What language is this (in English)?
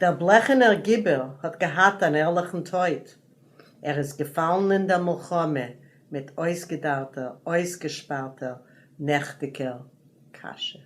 Yiddish